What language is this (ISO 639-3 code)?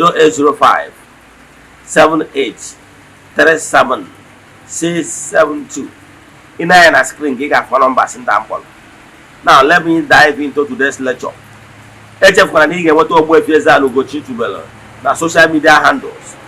ibo